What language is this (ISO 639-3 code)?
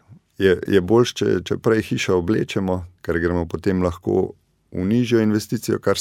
slv